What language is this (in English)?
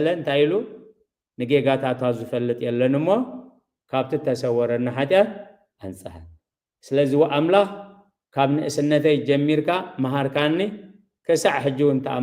Tigrinya